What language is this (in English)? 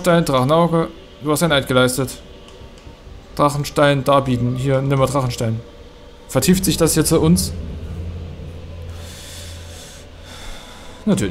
German